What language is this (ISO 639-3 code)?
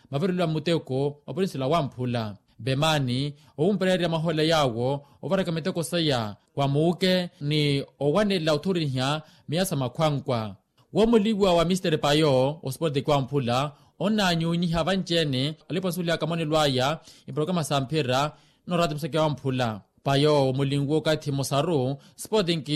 vmw